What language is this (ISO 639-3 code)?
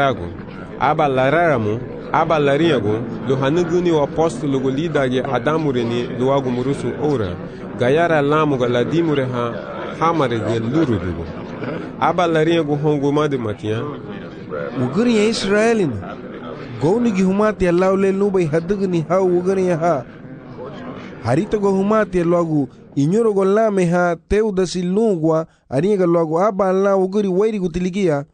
cab